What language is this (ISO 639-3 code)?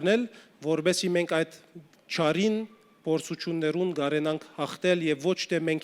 hyw